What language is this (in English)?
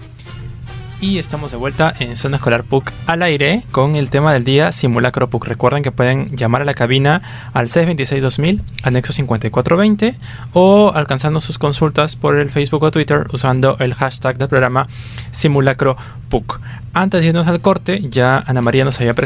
Spanish